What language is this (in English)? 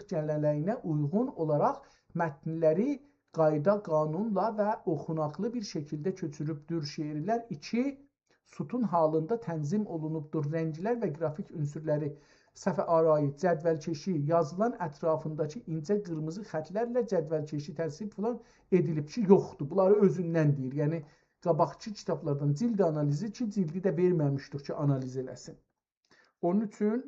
South Azerbaijani